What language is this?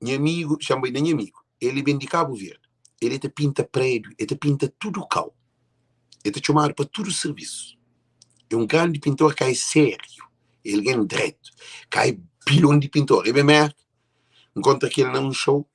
Kabuverdianu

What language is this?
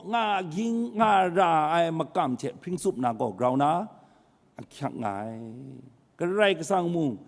Kachin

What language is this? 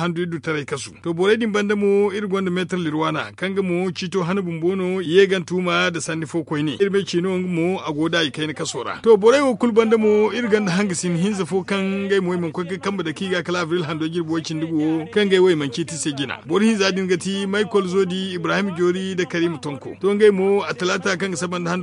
Zarma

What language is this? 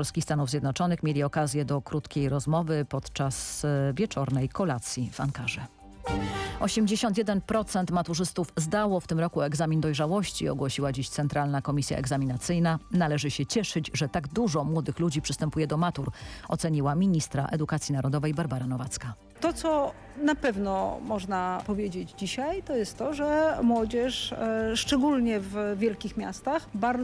Polish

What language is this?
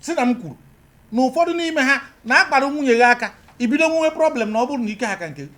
Igbo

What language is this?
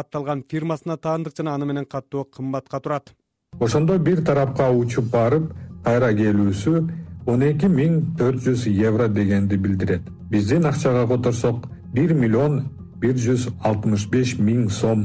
Kyrgyz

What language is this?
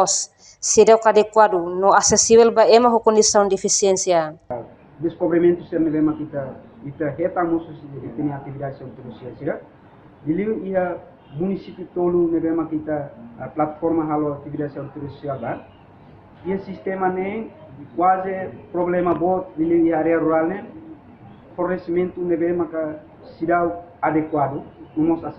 Tetum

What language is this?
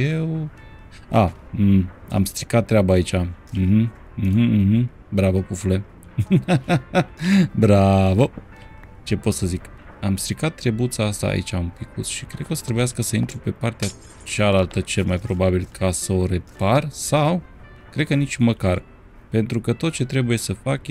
Romanian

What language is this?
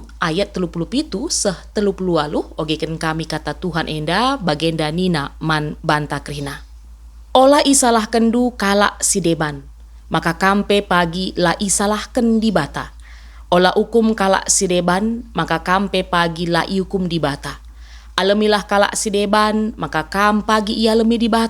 Batak Karo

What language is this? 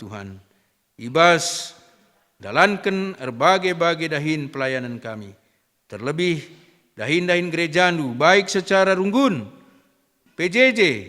Batak Karo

